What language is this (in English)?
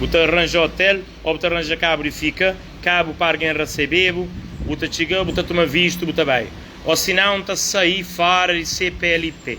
Kabuverdianu